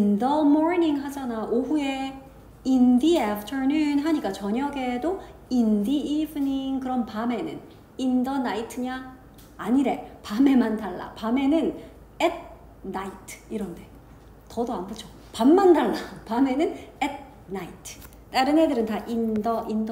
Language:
Korean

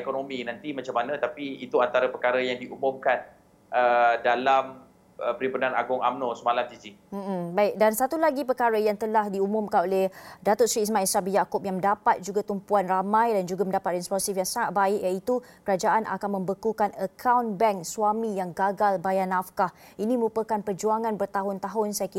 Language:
Malay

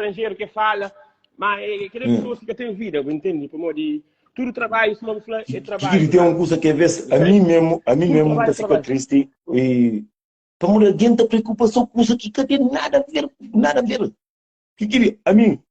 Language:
Kabuverdianu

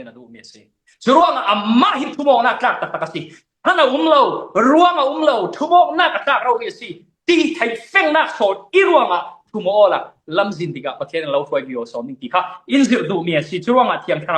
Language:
Falam Chin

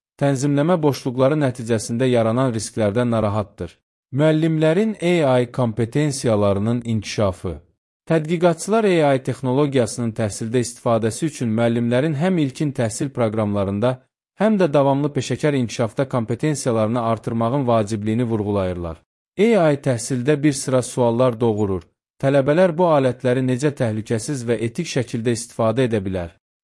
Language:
Azerbaijani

